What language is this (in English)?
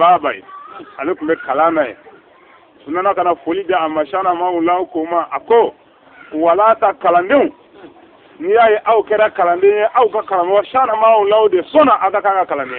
Bambara